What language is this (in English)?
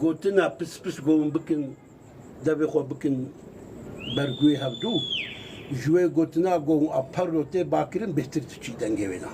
Kurdish